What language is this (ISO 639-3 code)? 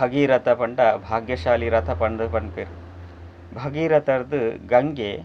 tcy